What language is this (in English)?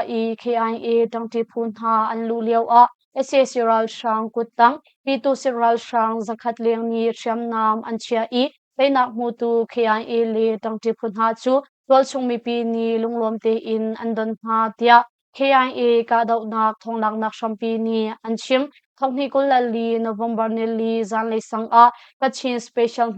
Hakha Chin